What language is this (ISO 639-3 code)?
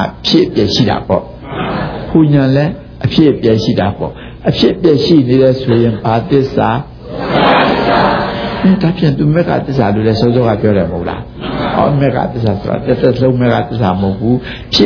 mya